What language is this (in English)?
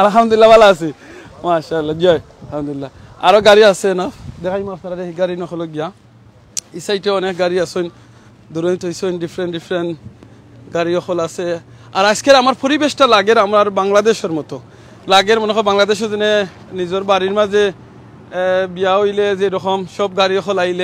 Sylheti